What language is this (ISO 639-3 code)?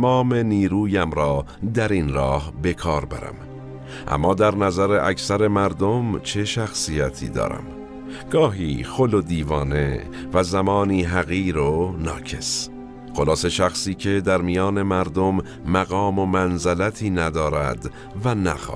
fas